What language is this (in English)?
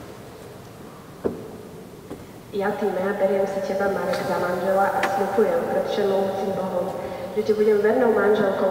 Slovak